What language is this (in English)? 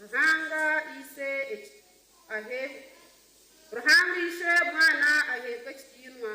Nyankole